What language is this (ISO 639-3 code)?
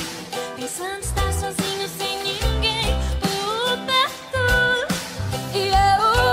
por